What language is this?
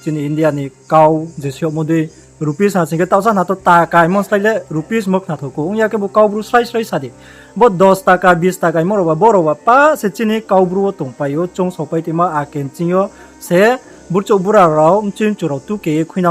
Riang (India)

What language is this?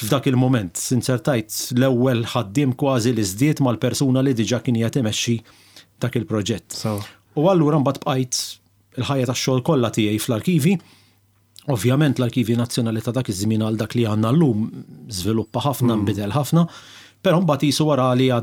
Maltese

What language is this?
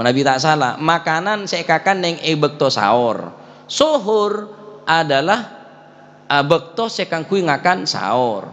Madurese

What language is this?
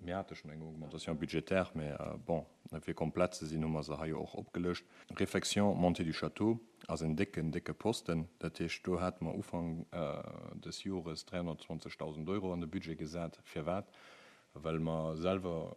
Luxembourgish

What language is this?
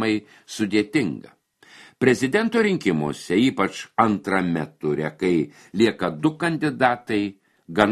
Lithuanian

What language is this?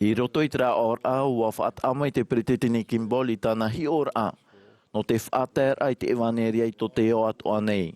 Tahitian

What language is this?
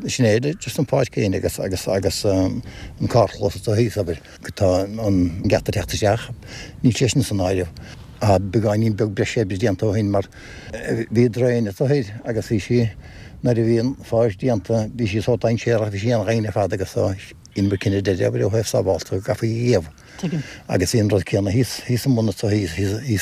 Irish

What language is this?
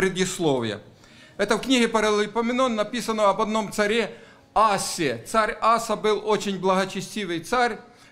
Russian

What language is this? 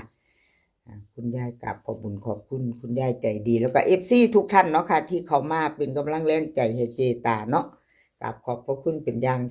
Northeastern Thai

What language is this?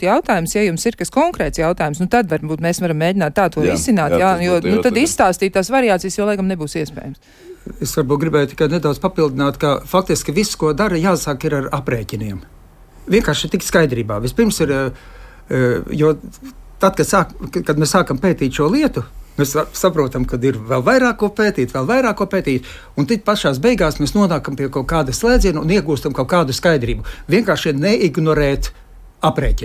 Latvian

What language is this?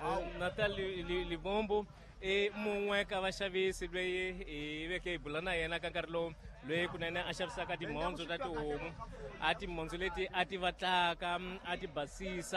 Tsonga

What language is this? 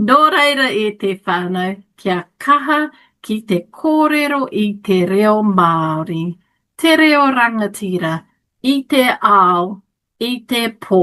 Māori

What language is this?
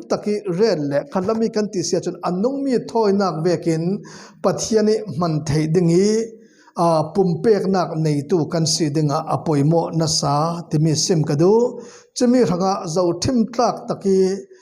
Falam Chin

